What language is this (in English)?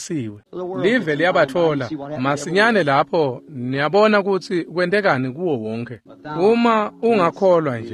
Swati